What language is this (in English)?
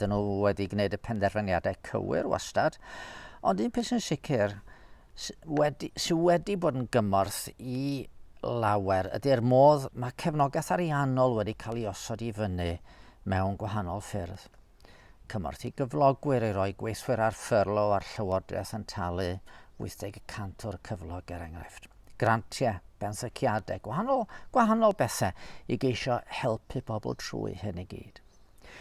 Welsh